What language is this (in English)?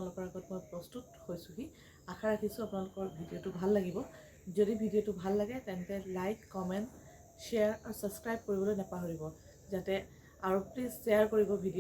Assamese